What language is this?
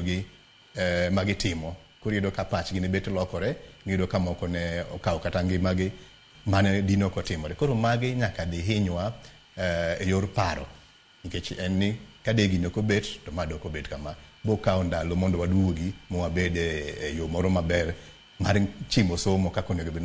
Luo (Kenya and Tanzania)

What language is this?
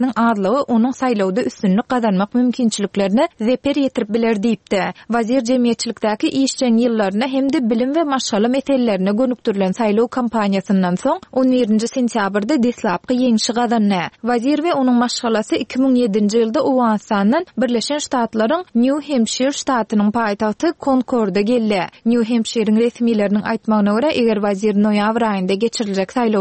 Turkmen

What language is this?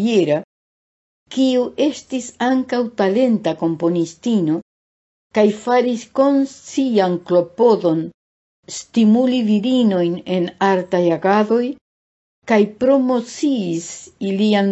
Esperanto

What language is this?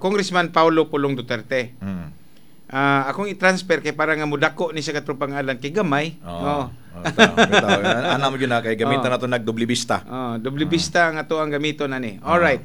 Cebuano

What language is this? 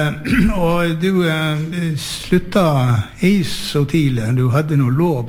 Norwegian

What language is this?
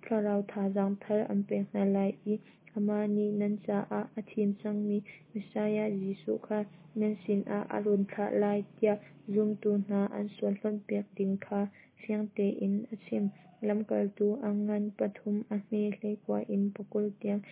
Hakha Chin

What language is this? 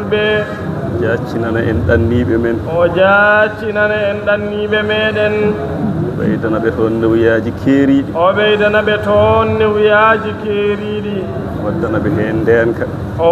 Fula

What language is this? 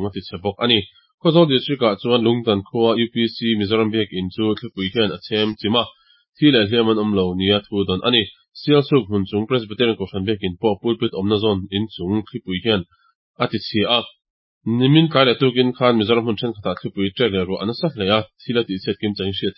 Mizo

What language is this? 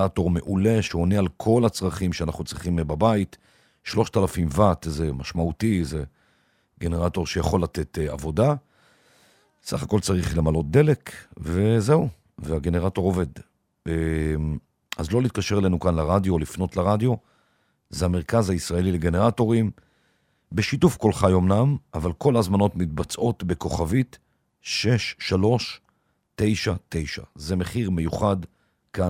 Hebrew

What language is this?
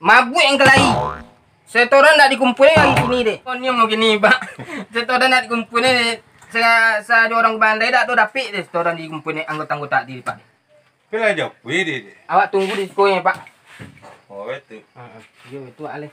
Minangkabau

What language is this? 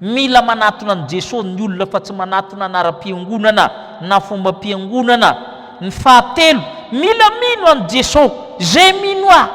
Malagasy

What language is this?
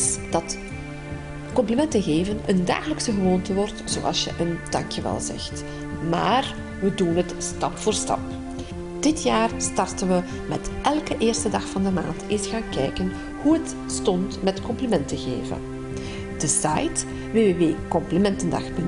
Dutch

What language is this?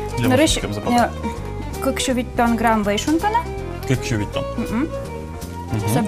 Udmurt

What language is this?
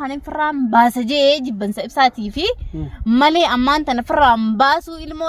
Oromo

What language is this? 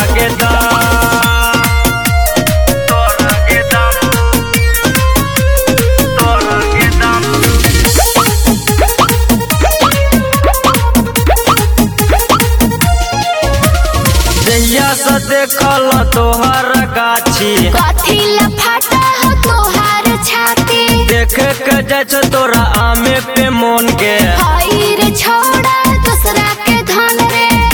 Bhojpuri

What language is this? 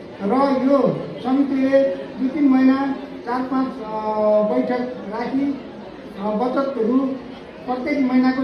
Nepali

